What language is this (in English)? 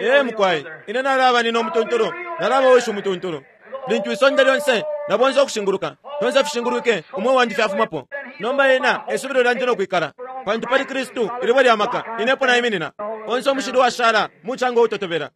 Bemba